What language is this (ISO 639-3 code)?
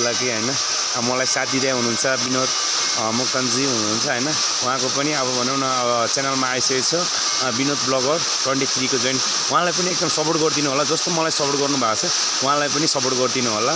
nep